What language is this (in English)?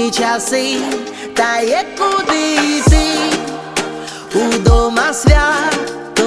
Ukrainian